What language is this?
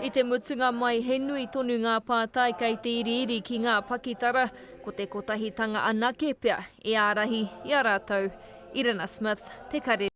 Māori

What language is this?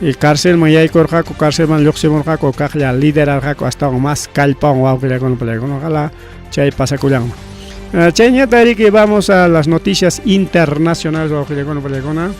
Ayacucho Quechua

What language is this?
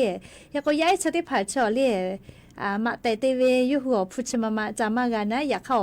Lahu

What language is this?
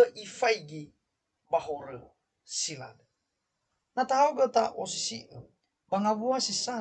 Nias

